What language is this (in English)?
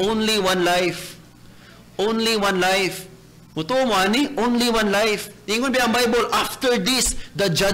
Cebuano